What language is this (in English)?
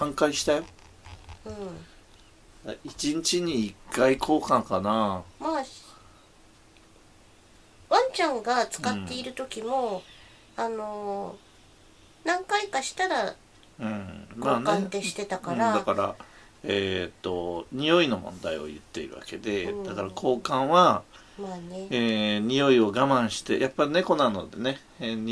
Japanese